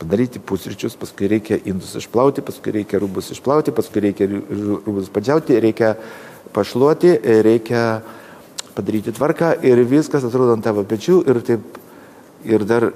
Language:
Lithuanian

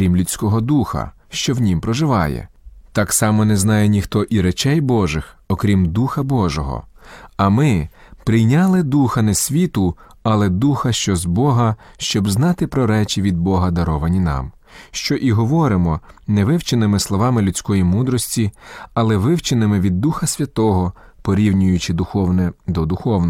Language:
Ukrainian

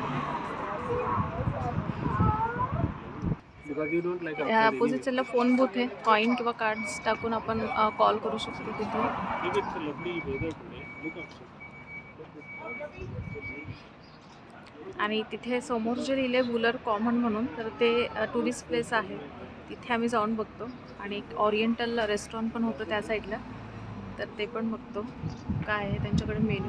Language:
Marathi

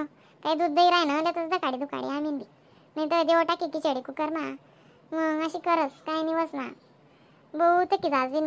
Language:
Khandesi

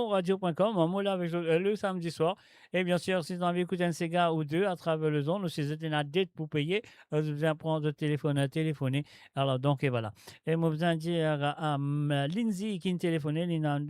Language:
Morisyen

